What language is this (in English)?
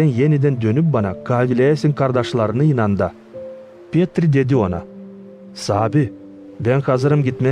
Gagauz